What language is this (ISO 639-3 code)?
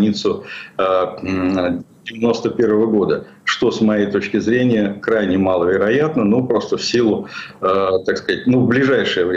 rus